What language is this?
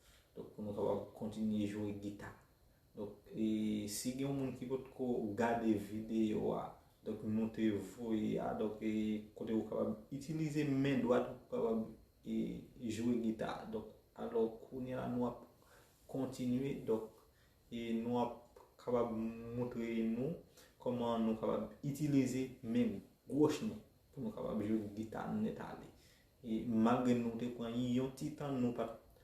Haitian Creole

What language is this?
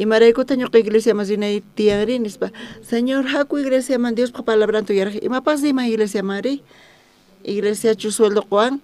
South Bolivian Quechua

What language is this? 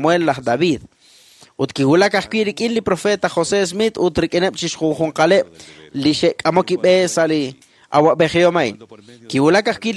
Kekchí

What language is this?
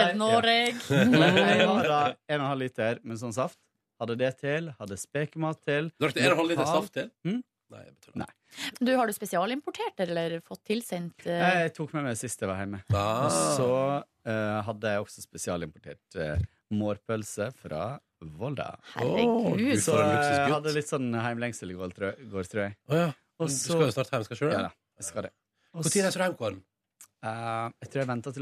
Norwegian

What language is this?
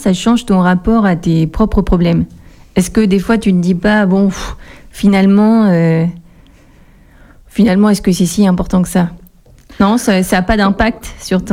French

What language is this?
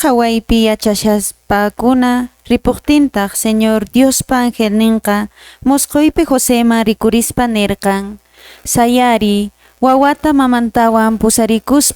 Quechua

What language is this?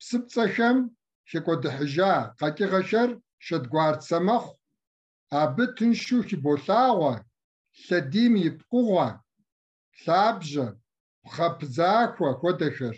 Kabardian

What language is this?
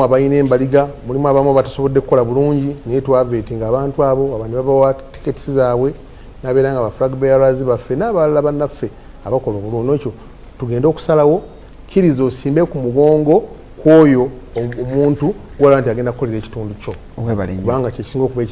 Ganda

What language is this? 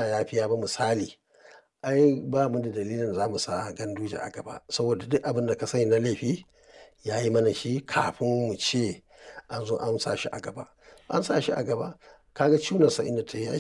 Hausa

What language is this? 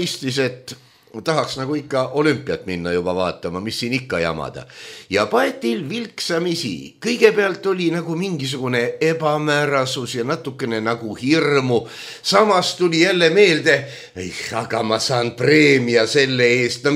Estonian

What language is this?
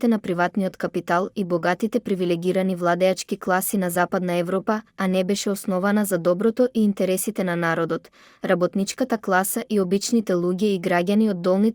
Macedonian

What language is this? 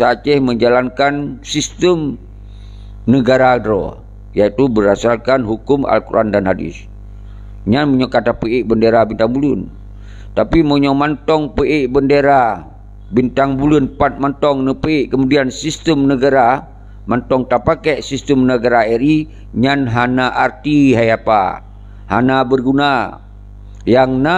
Achinese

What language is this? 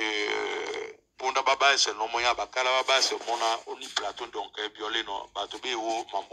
Duala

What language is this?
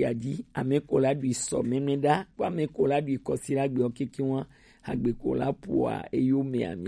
Gen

